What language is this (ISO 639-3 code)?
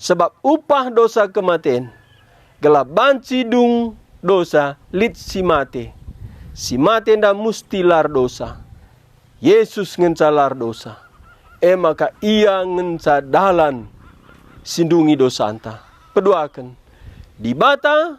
btx